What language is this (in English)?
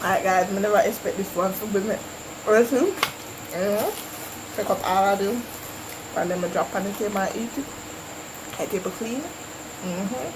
Jamaican Creole English